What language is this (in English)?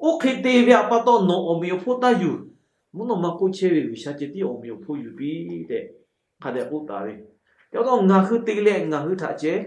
Lahu